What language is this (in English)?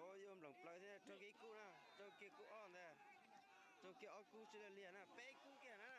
Hmong